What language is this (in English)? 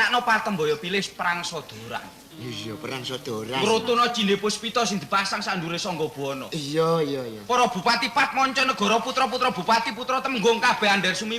Javanese